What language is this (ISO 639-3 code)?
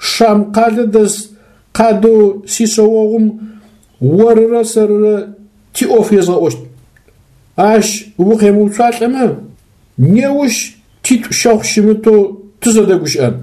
ady